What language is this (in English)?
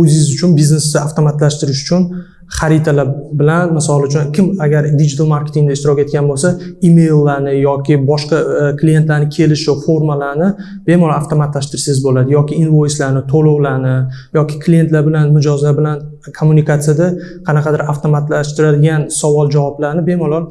Uzbek